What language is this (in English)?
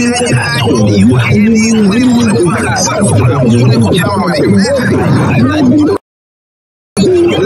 Kinyarwanda